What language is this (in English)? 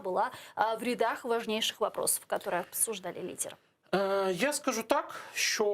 Crimean Tatar